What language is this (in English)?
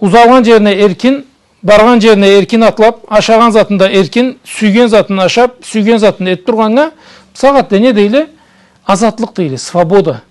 Karachay-Balkar